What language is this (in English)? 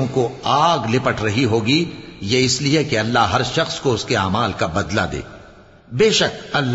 Urdu